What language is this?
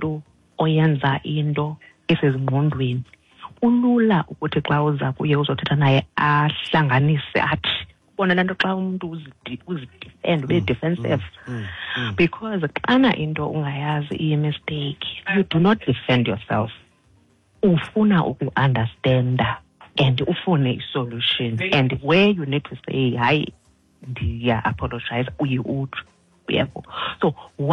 Xhosa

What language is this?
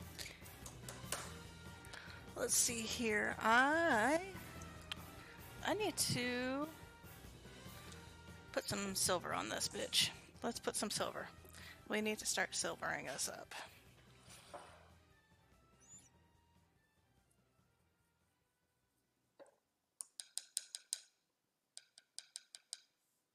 English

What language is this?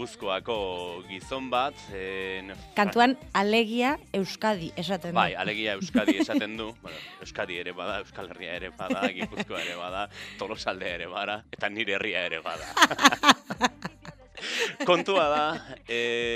Basque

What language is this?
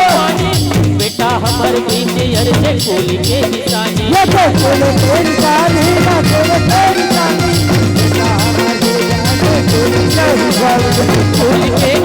Chhattisgarhi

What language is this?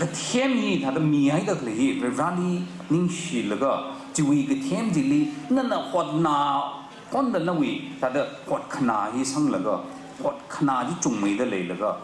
Tangkhul Naga (India)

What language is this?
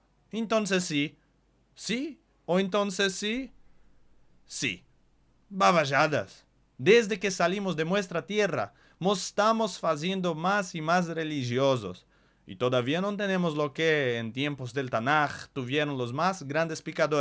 Ladino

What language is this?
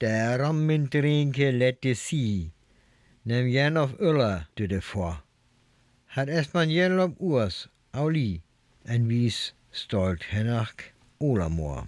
Northern Frisian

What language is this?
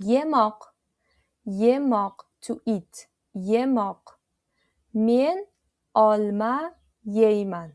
Uzbek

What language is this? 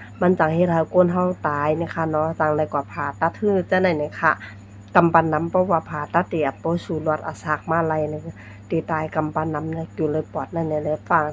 Shan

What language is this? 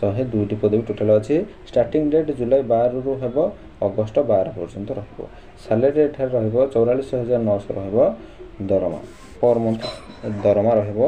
Odia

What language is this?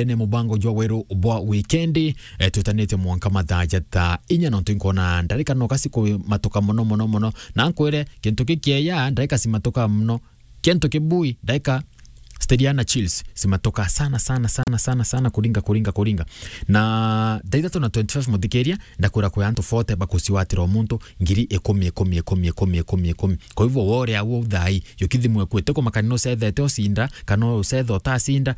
Meru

